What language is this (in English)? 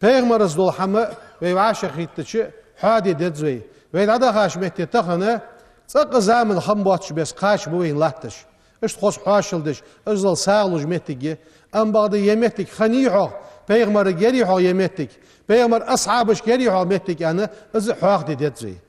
Ingush